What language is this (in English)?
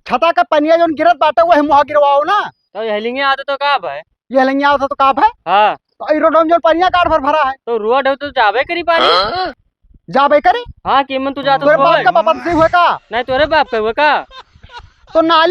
Awadhi